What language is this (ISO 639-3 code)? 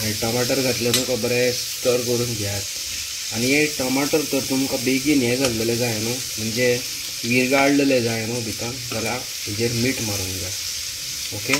kok